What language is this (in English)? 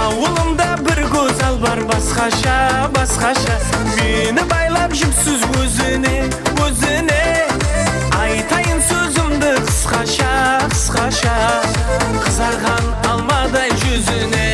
Kara-Kalpak